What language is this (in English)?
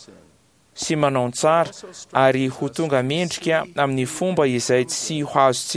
Malagasy